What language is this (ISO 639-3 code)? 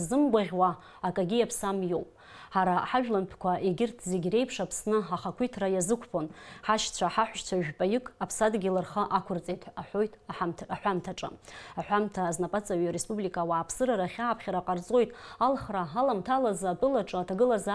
abk